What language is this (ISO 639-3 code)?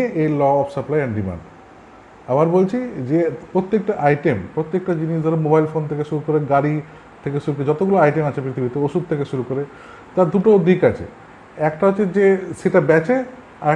ben